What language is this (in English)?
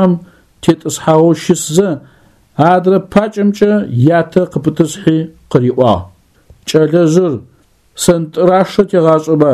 Adyghe